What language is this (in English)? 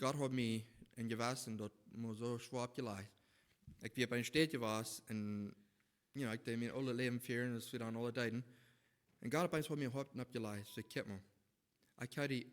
Plautdietsch